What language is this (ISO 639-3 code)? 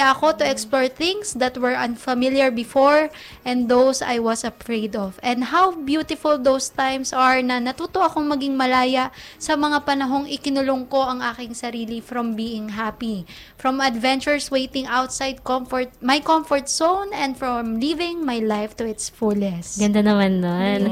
fil